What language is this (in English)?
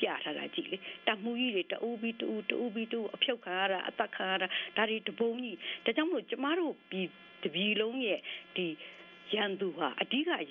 Burmese